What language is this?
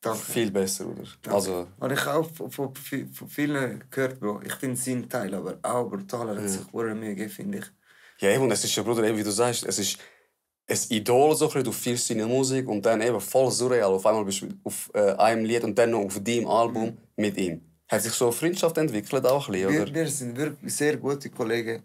Swiss German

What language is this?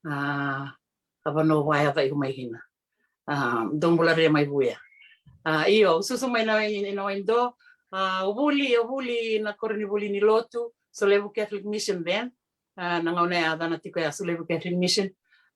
Fijian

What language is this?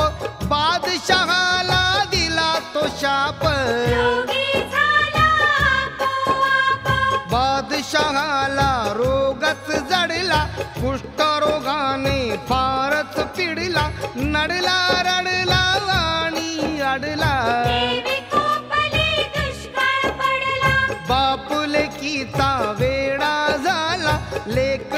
Marathi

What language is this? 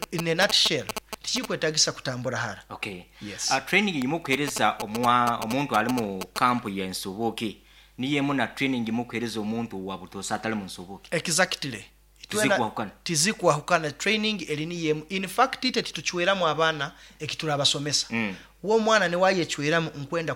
Nyoro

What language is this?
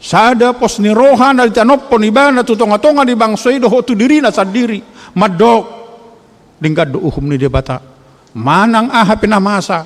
Batak Toba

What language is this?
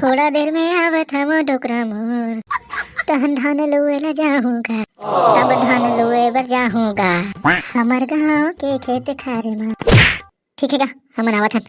Chhattisgarhi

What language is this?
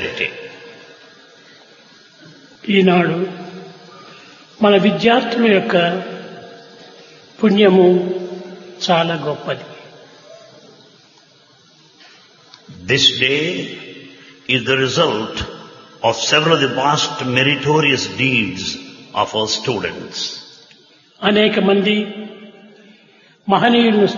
Telugu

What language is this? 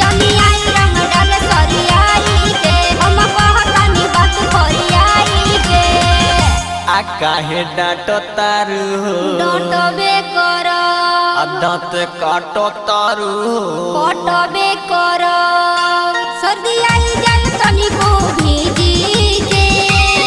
Bhojpuri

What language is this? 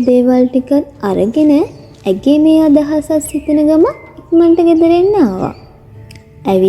Sinhala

